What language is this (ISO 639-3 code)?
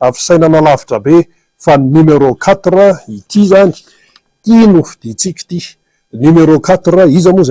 mlg